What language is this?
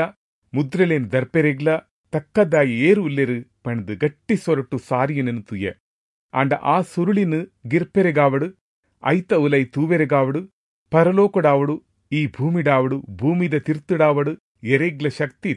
Tulu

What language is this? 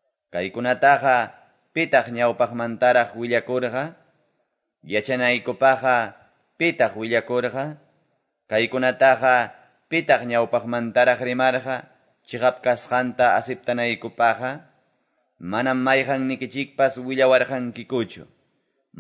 Quechua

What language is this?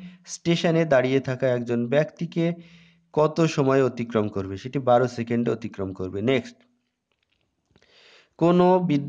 Bangla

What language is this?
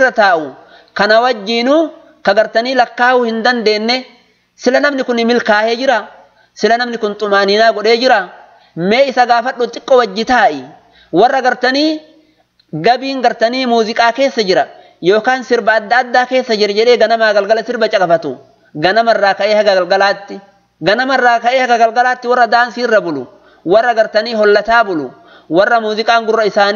Oromo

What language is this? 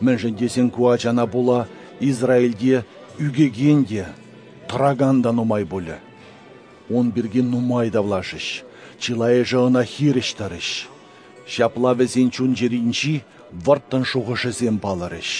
Chuvash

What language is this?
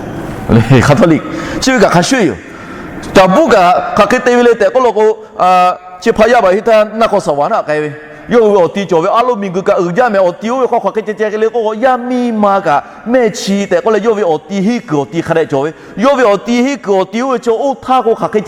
Lahu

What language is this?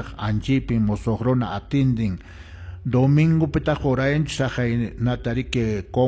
Quechua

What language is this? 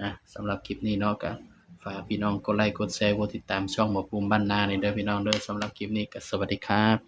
Northeastern Thai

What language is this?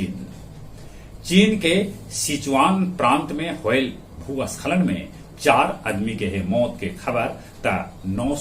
Magahi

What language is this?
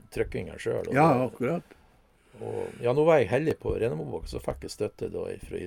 Norwegian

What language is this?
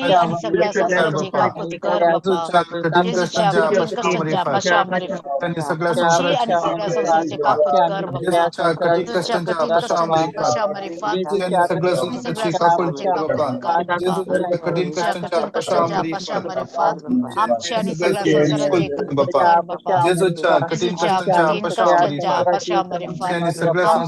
Konkani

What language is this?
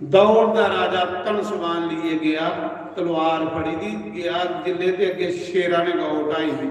Dogri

